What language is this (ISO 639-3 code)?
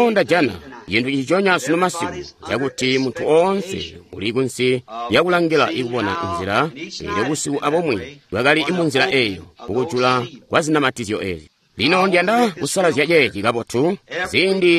toi